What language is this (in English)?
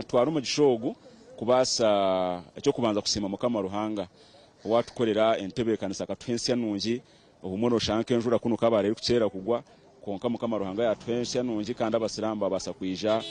Nyankole